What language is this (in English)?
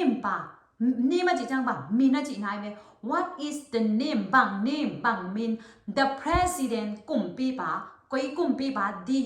Tedim Chin